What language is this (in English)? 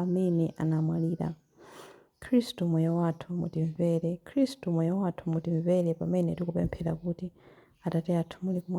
Nyanja